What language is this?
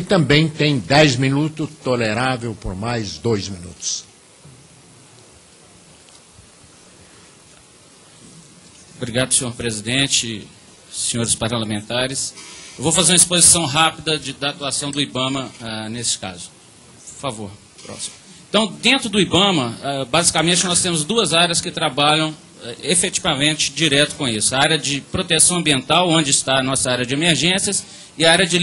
Portuguese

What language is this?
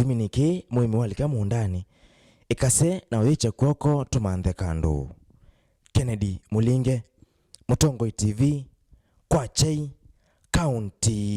Kamba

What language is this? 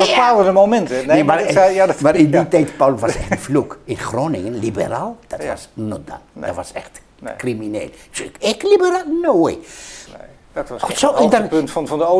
Dutch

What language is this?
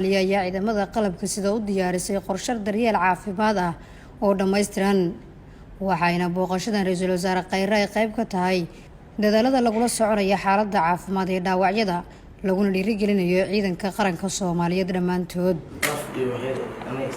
Somali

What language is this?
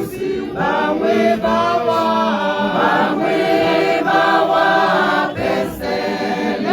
Tswana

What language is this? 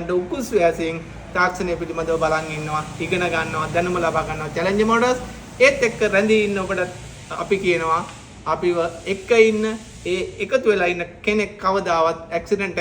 Sinhala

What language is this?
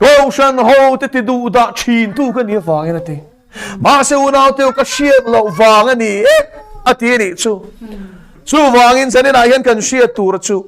Mizo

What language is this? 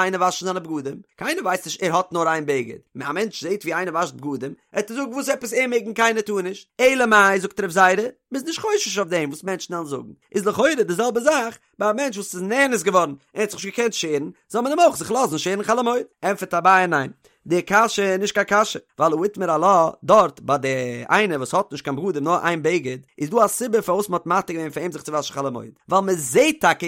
Yiddish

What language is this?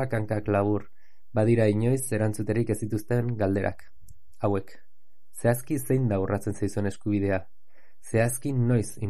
Basque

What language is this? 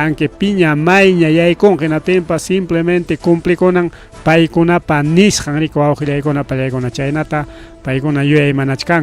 Ayacucho Quechua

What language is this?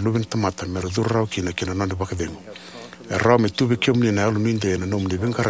Fijian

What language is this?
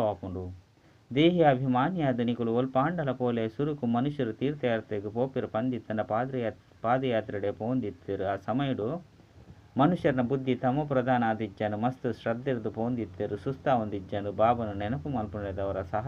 Tulu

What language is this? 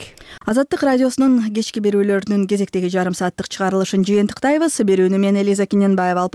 Kyrgyz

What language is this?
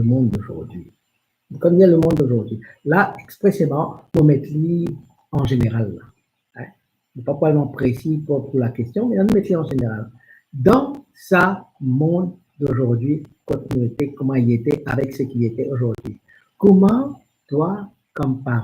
Morisyen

